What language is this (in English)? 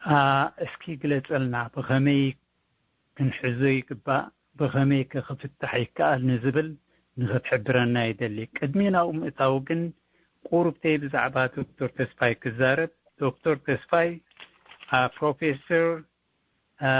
Tigrinya